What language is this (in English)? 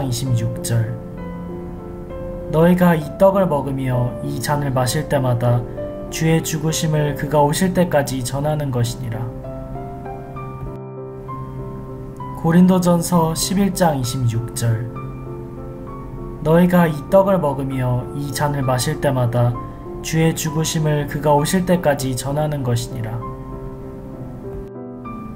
Korean